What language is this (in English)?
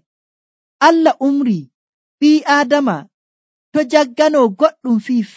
Nigerian Fulfulde